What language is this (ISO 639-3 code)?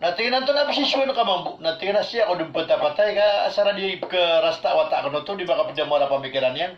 mrw